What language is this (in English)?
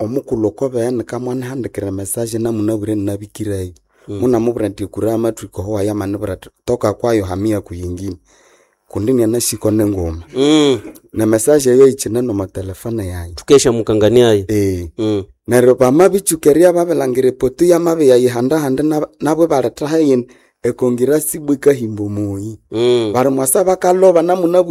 Nande